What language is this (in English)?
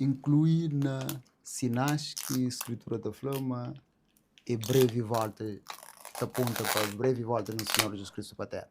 Kabuverdianu